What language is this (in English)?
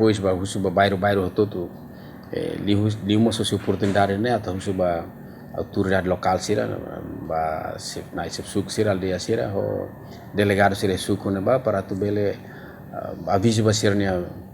Tetum